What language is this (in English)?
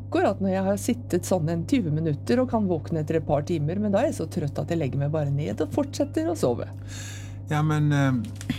Norwegian